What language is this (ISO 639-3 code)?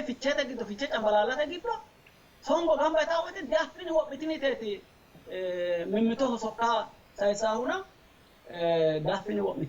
sid